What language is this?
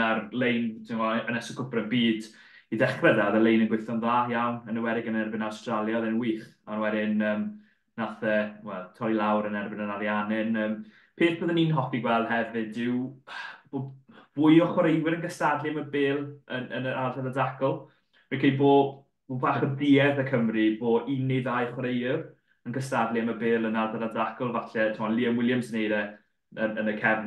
Welsh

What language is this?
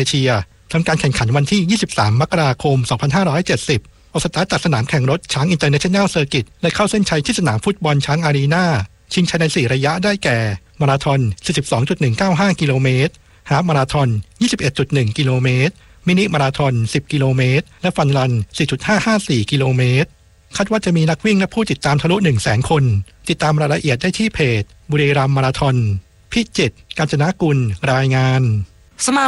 Thai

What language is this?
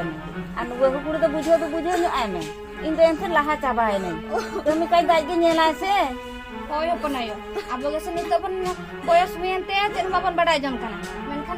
Santali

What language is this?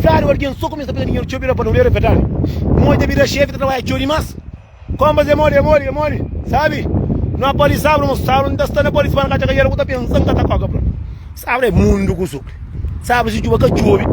Kabuverdianu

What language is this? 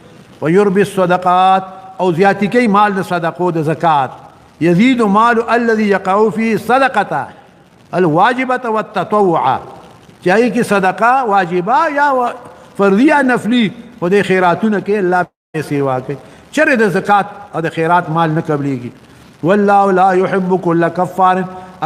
Pashto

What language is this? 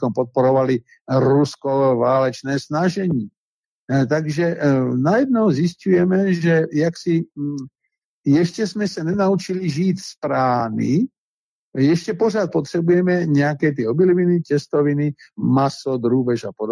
Czech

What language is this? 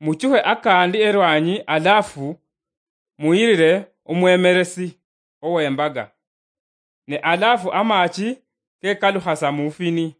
Luyia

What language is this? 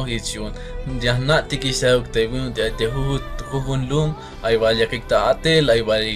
Tzeltal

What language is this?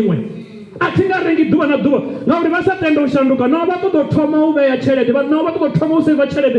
Venda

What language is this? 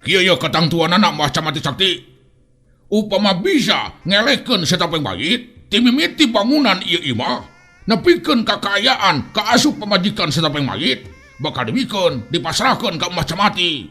Sundanese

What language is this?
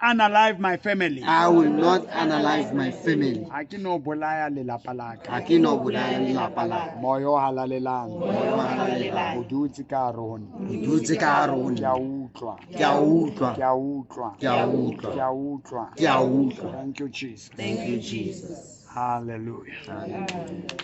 Southern Sotho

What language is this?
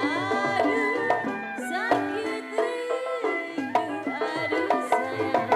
Betawi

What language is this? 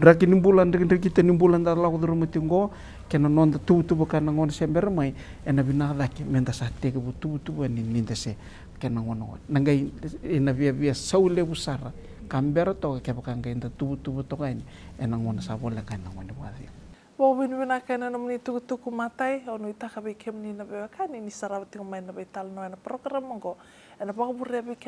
Fijian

